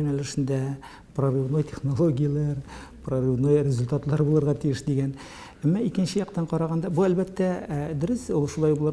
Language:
Tatar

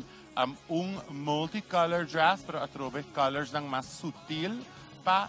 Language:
Papiamento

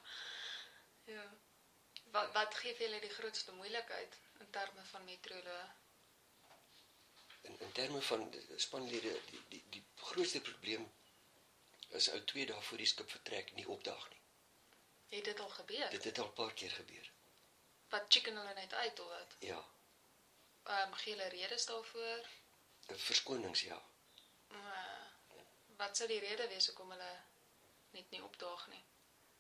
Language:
Afrikaans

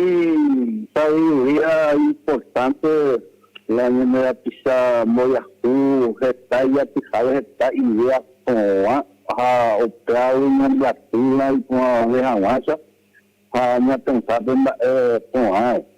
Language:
Guarani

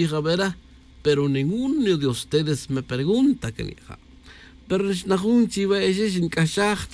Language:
Tz'utujil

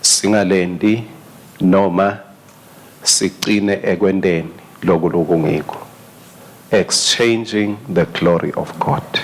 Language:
Swati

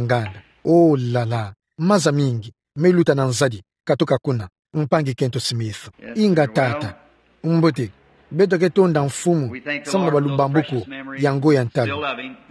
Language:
Kituba (Democratic Republic of Congo)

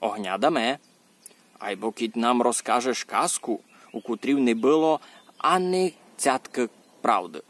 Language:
Rusyn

